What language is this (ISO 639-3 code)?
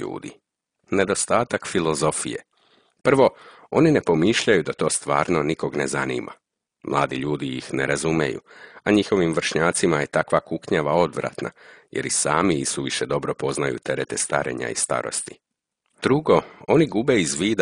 srp